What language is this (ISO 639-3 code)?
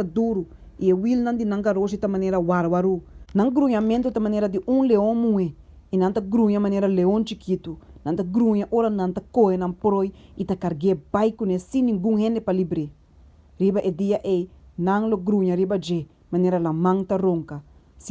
pap